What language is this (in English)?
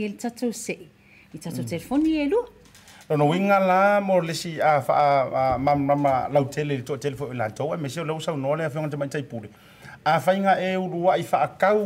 Samoan